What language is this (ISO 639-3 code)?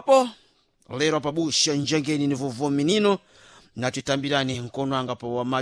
seh